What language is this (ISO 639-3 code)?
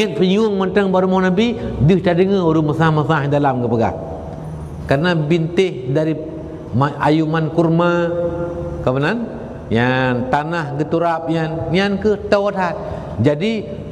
ace